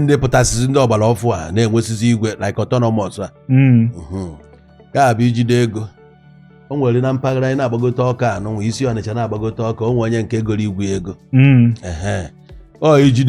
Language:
Igbo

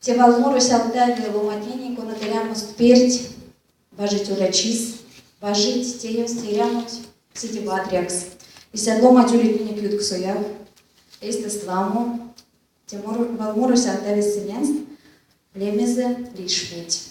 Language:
Erzya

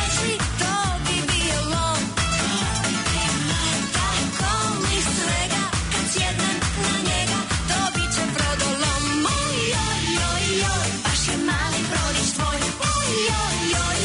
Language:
Croatian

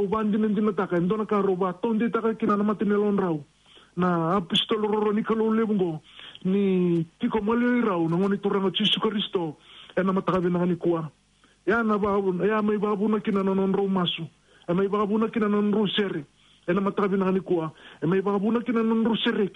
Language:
Fijian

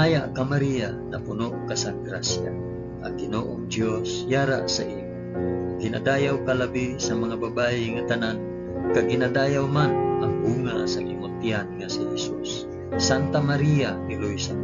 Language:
Hiligaynon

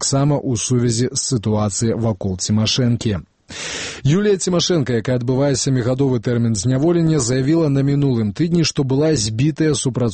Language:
Belarusian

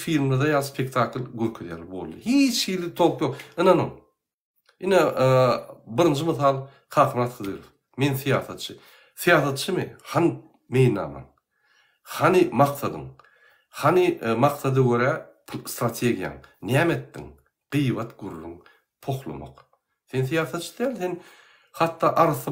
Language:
Turkmen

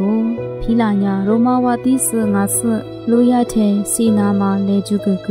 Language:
Lisu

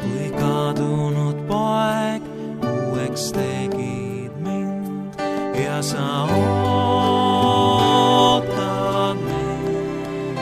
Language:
Estonian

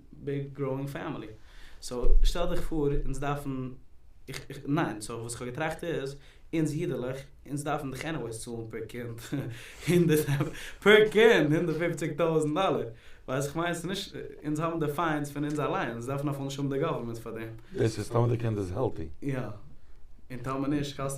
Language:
Yiddish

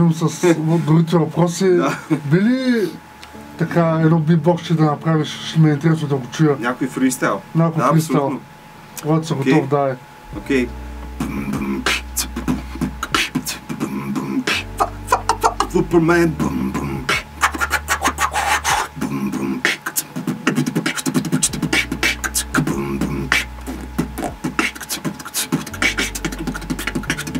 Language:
Bulgarian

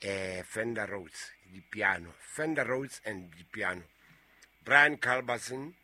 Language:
Southern Sotho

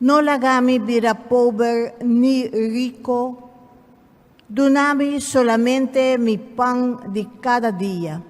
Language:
Papiamento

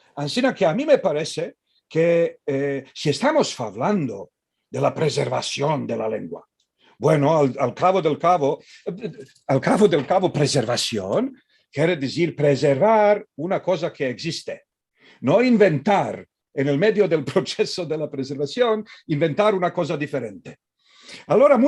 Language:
Ladino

